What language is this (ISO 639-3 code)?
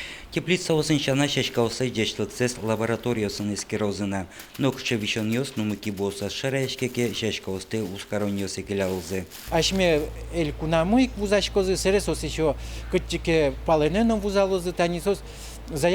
udm